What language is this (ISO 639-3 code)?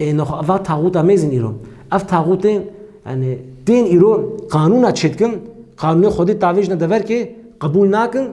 kur